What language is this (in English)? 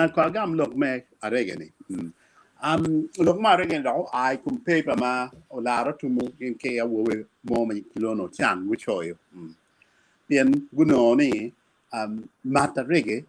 Acoli